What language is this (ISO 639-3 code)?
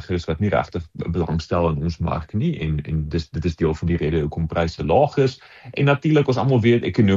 afr